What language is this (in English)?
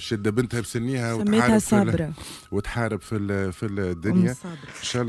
Tunisian Arabic